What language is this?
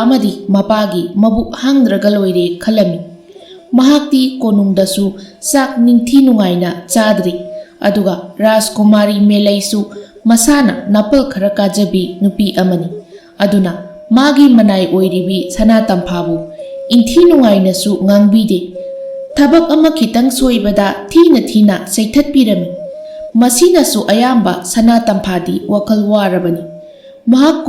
Manipuri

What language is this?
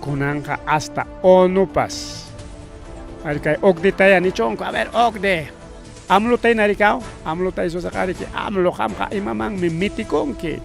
Ayacucho Quechua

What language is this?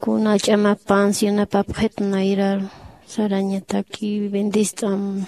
Aymara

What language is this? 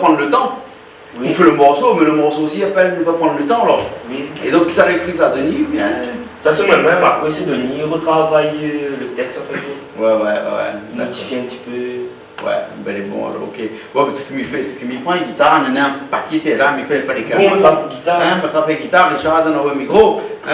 Réunion Creole French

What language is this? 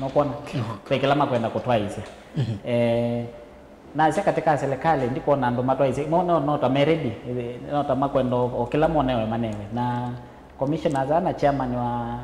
Kamba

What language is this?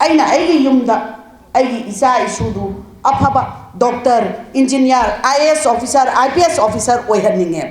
Manipuri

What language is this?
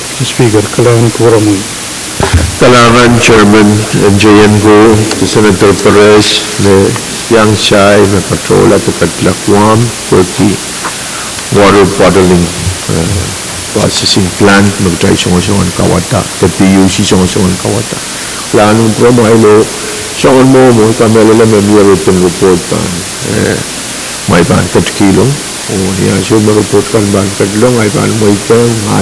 Pohnpeian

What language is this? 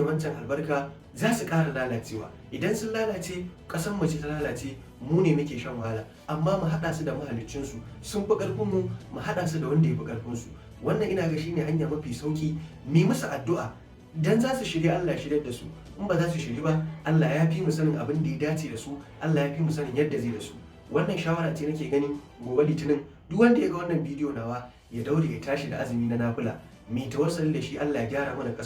Hausa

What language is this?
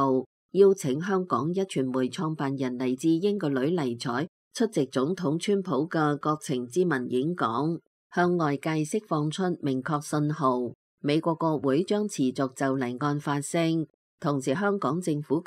Cantonese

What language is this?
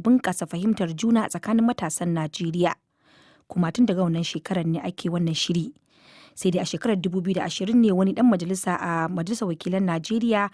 Hausa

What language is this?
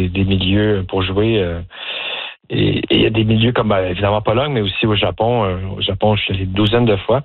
French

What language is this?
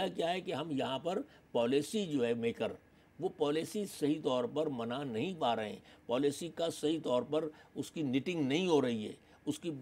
Urdu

